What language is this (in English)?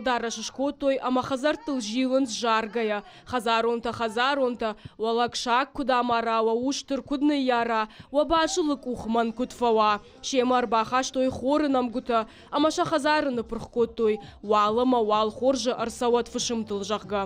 Ossetic